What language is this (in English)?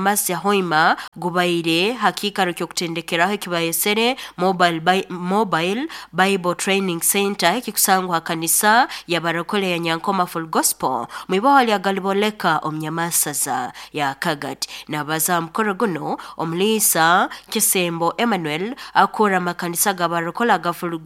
Nyoro